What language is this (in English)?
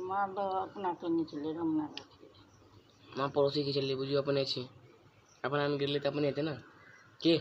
Maithili